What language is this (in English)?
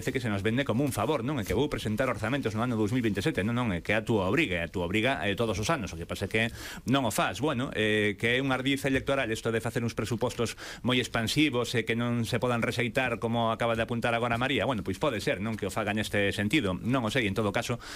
Galician